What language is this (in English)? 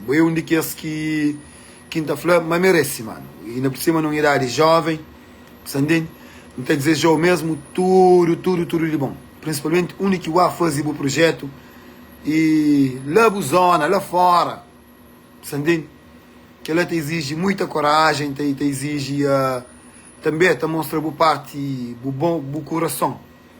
Kabuverdianu